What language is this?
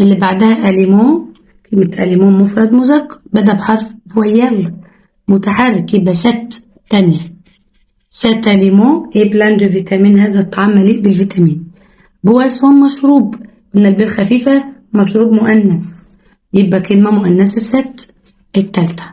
Egyptian Arabic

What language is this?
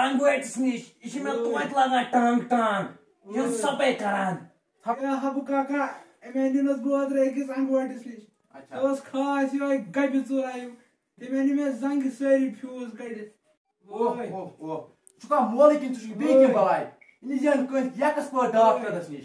Kashmiri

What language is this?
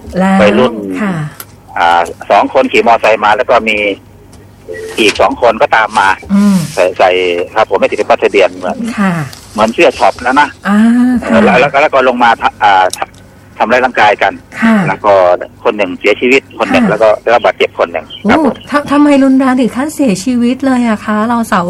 Thai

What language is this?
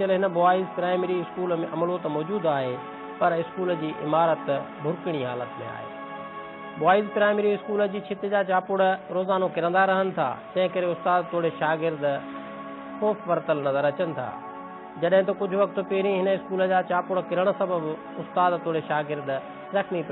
Sindhi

